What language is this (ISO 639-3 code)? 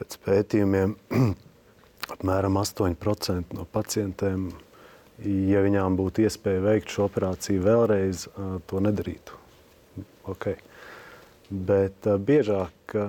lav